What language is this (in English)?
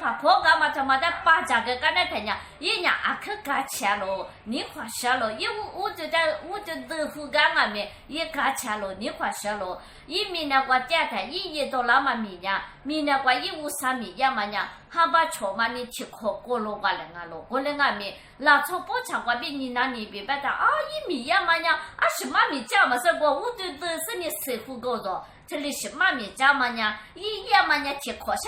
Lisu